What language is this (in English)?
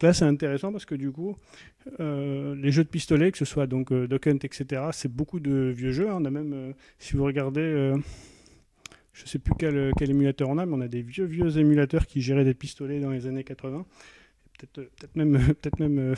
French